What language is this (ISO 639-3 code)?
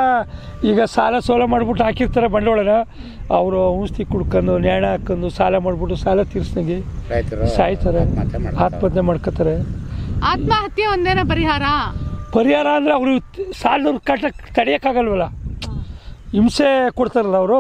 kan